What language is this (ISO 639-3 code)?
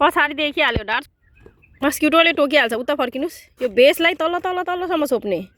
nep